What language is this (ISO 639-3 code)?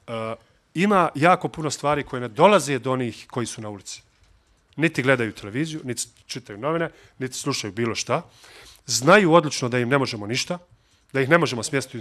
bos